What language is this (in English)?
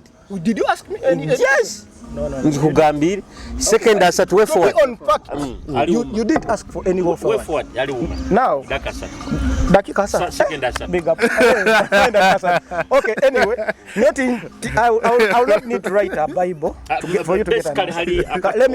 Nyoro